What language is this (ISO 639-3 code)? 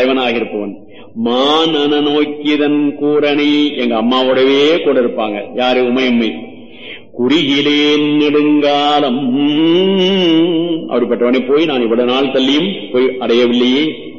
tam